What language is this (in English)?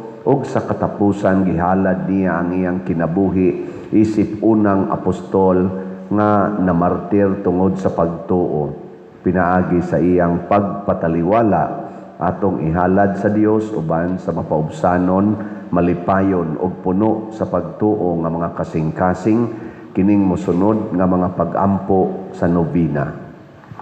Cebuano